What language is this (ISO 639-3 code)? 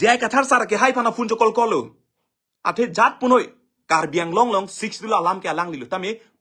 mjw